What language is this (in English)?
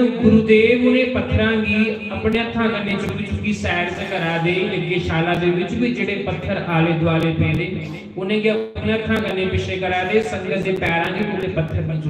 Dogri